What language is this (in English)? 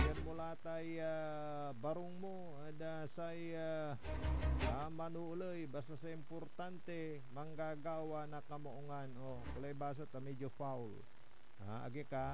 Pangasinan